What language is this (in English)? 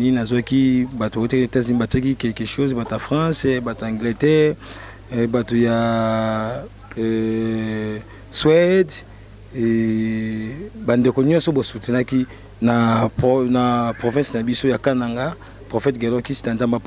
Lingala